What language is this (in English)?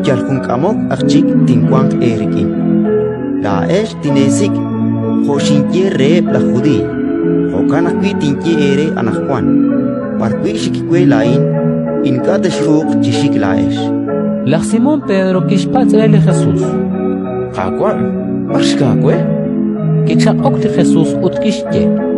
Kekchí